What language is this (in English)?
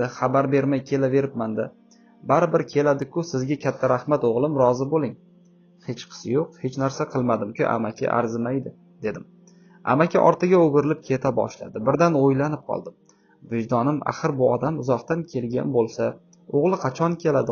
Uzbek